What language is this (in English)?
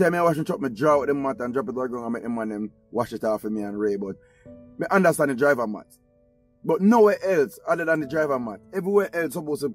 Jamaican Creole English